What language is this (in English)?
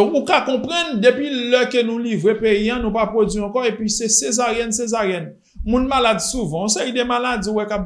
Haitian Creole